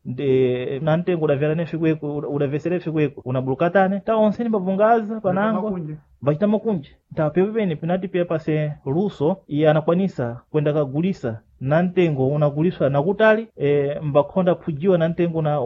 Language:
Sena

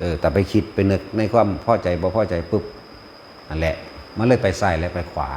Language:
Northeastern Thai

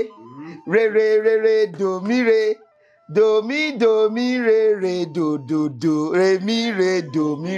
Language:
Yoruba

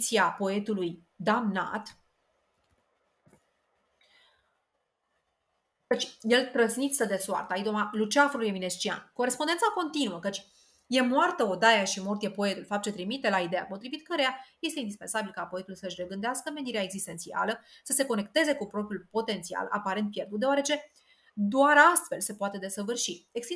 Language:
Romanian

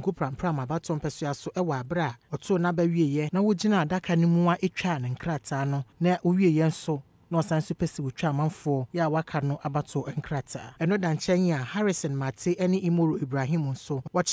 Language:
Akan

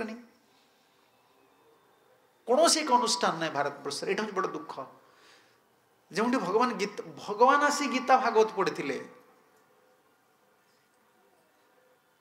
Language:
Odia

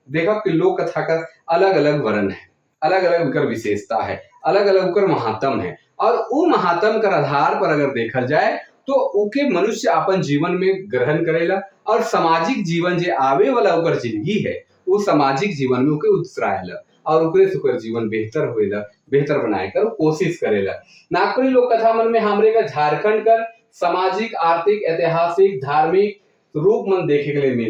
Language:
Sadri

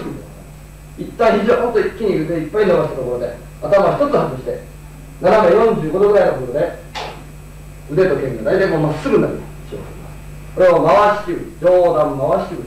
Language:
Japanese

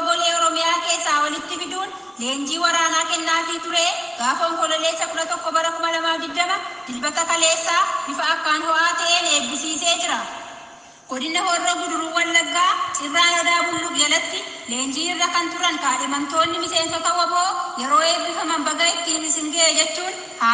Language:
Oromo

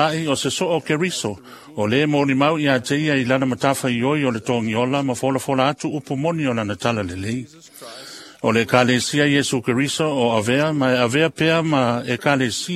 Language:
Samoan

